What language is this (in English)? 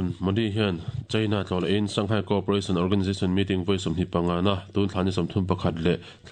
Mizo